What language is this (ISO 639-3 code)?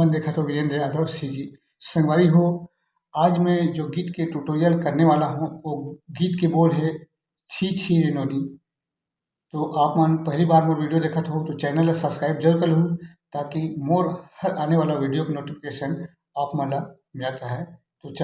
hne